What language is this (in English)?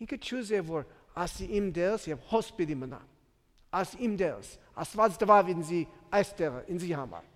Western Armenian